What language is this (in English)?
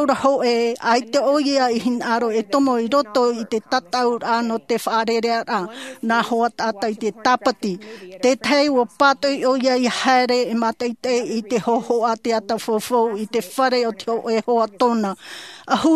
Tahitian